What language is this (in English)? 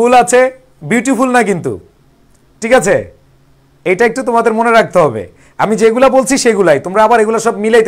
Bangla